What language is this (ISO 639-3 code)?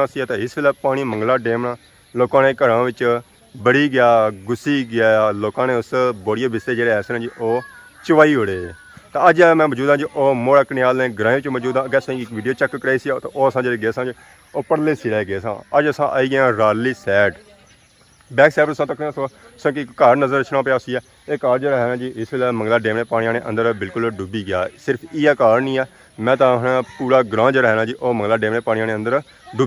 phr